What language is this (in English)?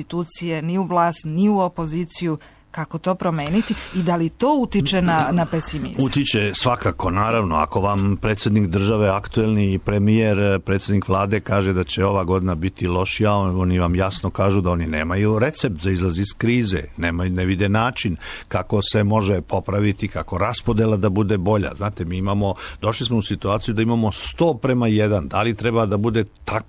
Serbian